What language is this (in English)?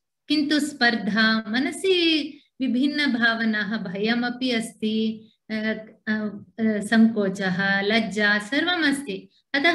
Sanskrit